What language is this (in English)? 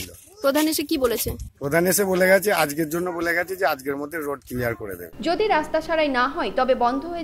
Bangla